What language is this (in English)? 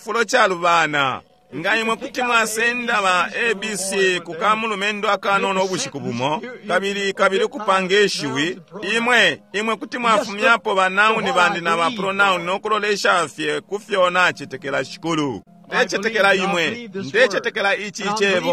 Bemba